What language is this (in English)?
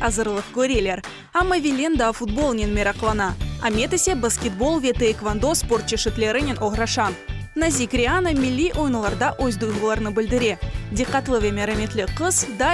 Crimean Tatar